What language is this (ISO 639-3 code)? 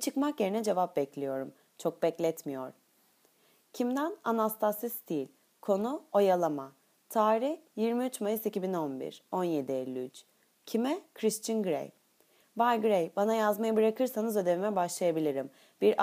tur